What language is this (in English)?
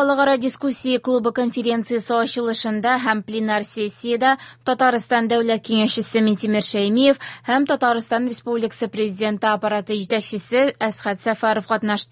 Tatar